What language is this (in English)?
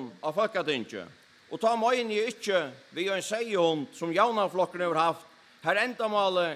Faroese